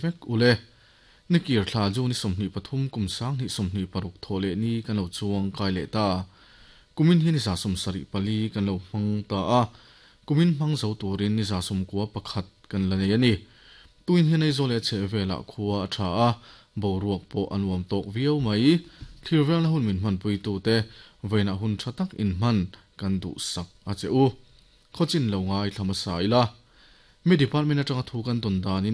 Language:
Mizo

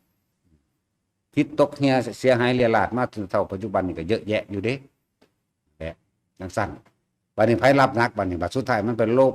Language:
Northeastern Thai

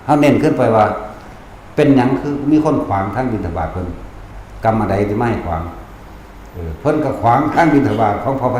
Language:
Northeastern Thai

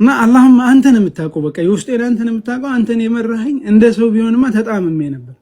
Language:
Amharic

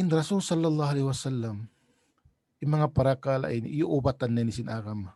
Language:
Tausug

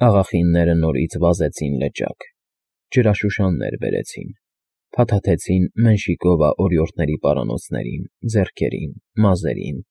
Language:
Armenian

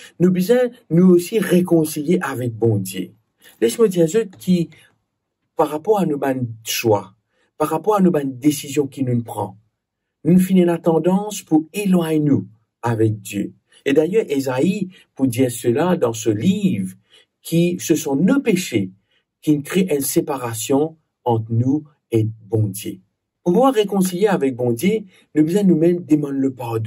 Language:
Morisyen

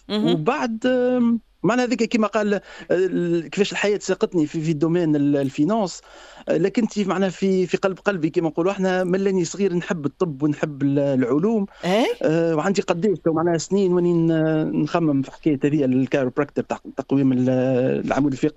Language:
Tunisian Arabic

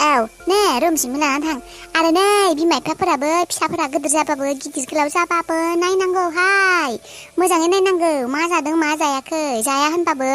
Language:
Bodo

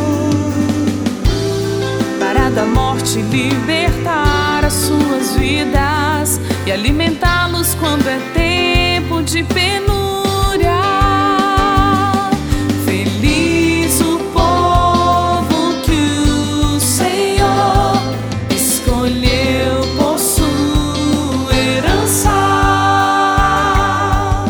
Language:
Portuguese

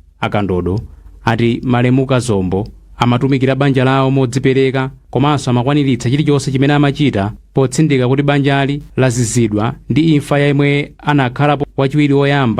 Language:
Nyanja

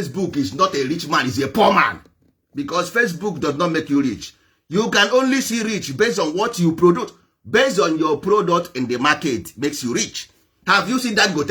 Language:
Igbo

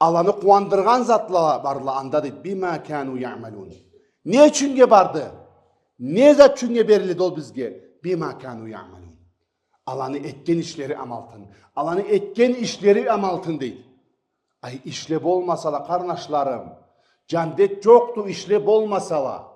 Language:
Karachay-Balkar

